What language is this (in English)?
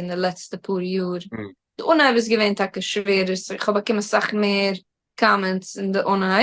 Yiddish